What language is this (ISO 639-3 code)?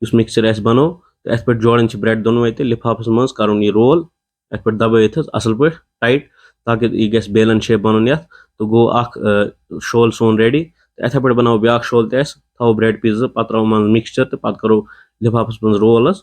kas